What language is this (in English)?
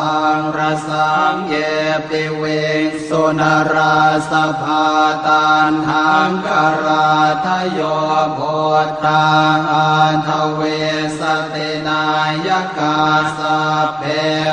Pali